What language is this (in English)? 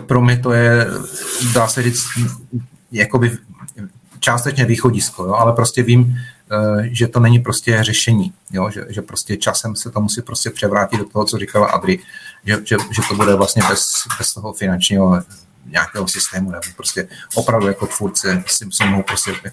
Czech